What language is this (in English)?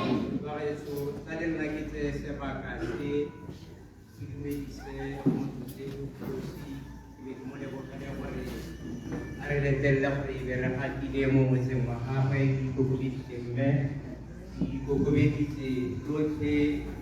Tswana